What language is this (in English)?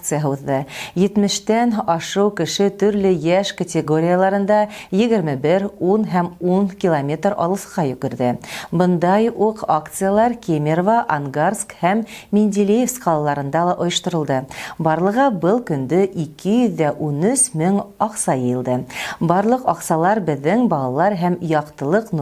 Bashkir